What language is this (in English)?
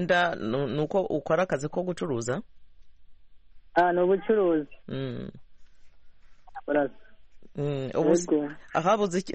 Kinyarwanda